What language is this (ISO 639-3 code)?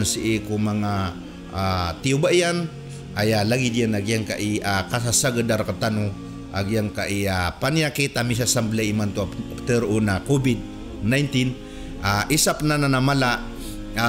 mrw